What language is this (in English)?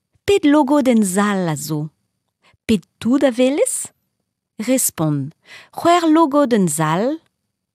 Breton